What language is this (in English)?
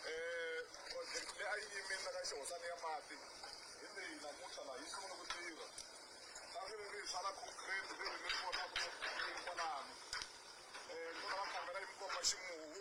Tsonga